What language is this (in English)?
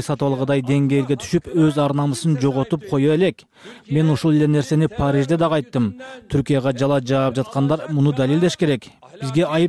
Kyrgyz